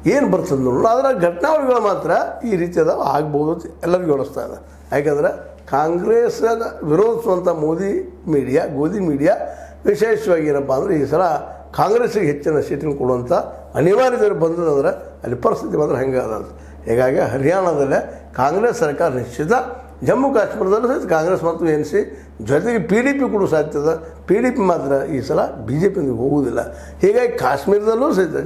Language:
Kannada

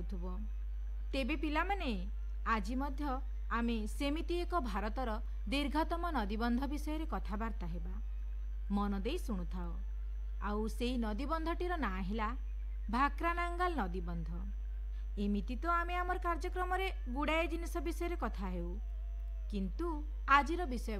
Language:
Odia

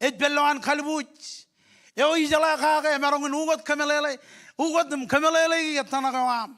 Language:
Marshallese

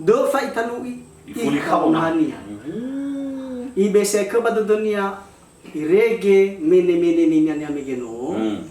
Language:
Nias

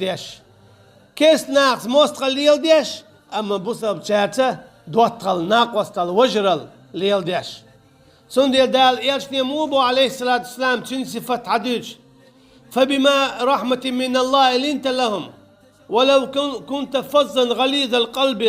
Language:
Chechen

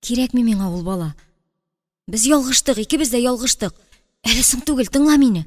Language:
Tatar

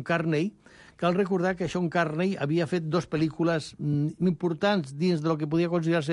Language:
Catalan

